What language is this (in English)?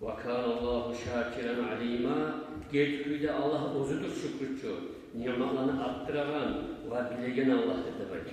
Kumyk